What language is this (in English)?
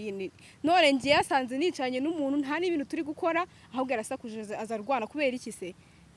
Kinyarwanda